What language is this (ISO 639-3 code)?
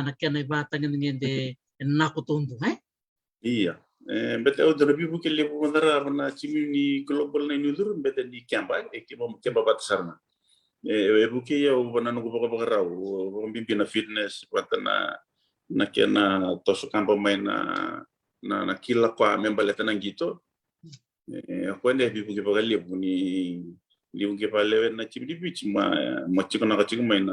fij